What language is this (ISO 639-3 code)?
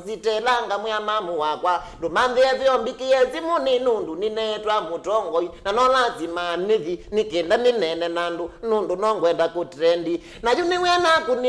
kam